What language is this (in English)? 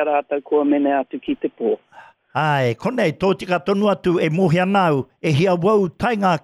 Māori